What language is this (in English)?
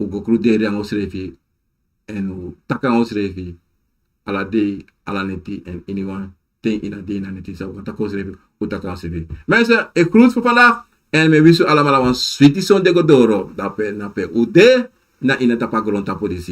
Sranan Tongo